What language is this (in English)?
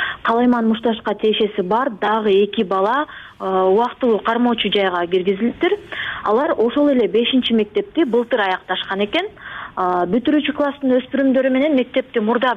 Kyrgyz